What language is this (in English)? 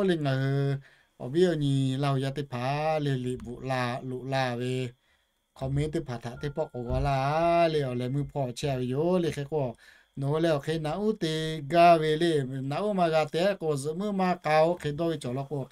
Lahu